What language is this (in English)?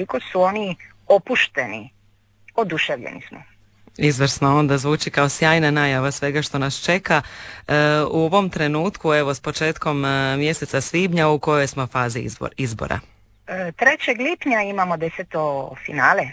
Croatian